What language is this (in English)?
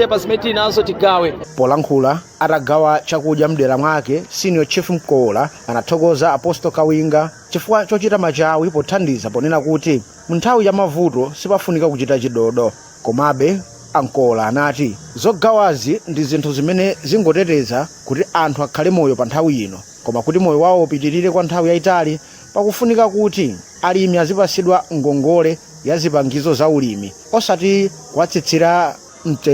Nyanja